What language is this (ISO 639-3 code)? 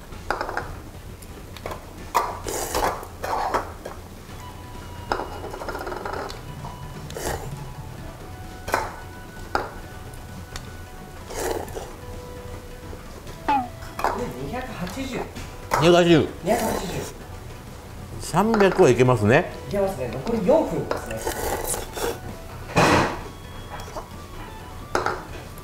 jpn